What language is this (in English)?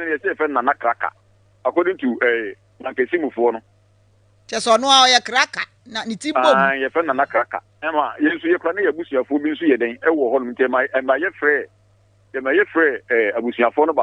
Akan